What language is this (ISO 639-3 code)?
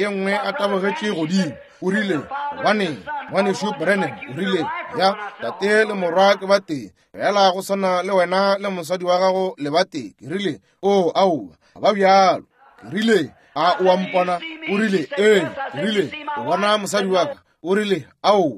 nso